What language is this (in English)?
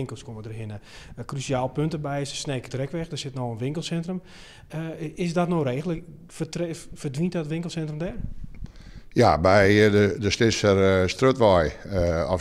Western Frisian